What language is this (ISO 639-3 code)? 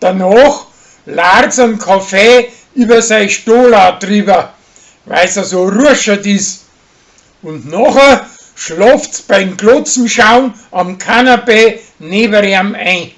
bar